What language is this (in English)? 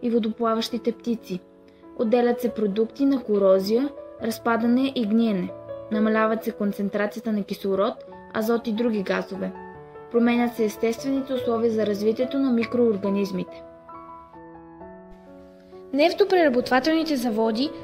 Bulgarian